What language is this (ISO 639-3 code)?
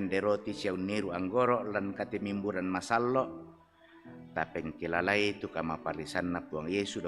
sda